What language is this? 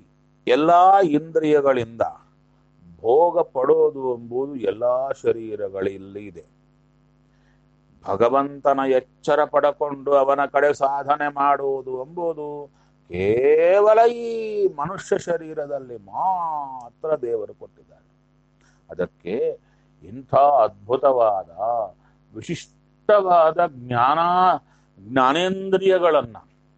Kannada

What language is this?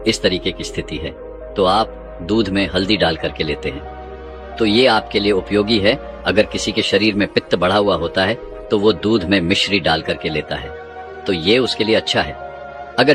Hindi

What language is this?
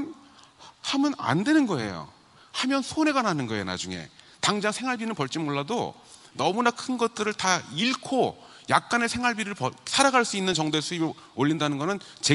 Korean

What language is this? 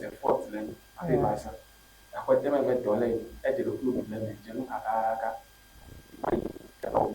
Ewe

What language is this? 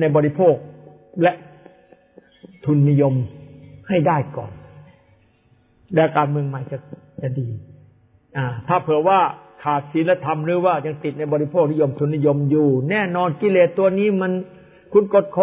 Thai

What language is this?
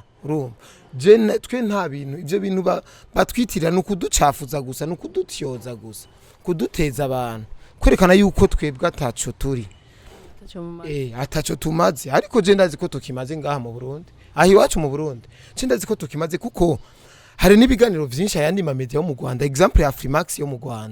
Rundi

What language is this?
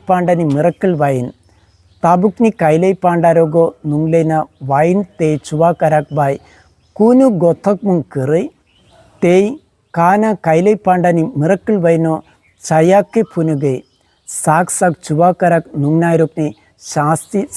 Kok Borok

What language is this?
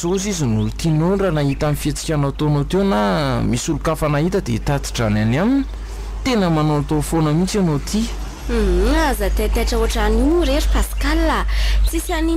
Malagasy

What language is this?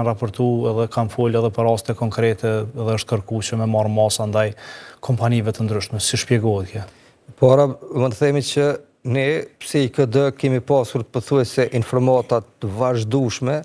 Albanian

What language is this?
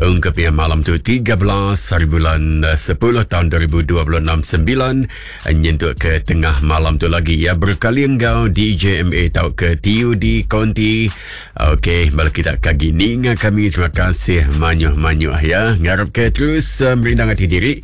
Iban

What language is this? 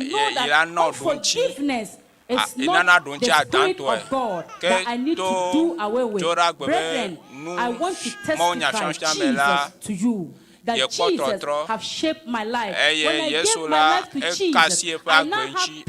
Ewe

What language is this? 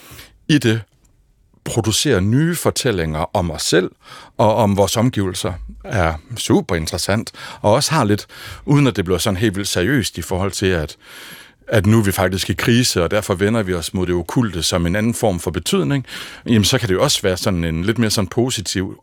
Danish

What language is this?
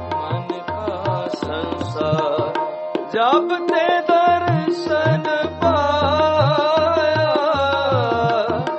Punjabi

